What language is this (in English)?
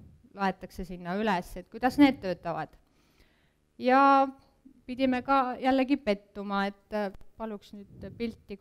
Estonian